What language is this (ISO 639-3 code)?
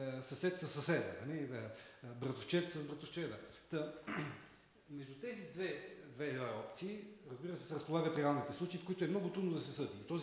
bul